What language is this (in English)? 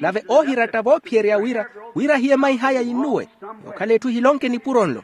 Makhuwa